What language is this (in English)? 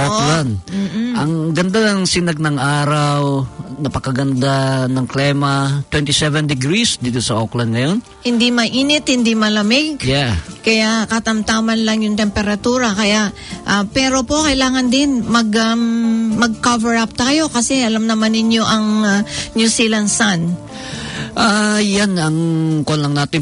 Filipino